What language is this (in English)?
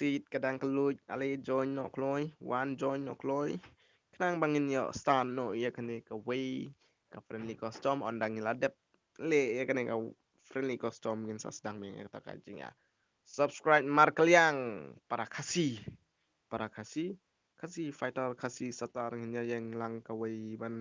Khasi